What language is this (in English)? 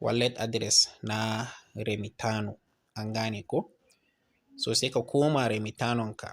Hausa